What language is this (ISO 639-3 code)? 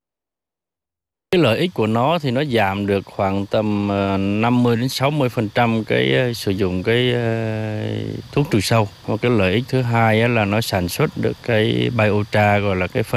vie